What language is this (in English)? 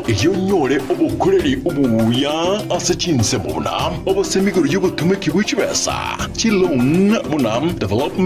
Gusii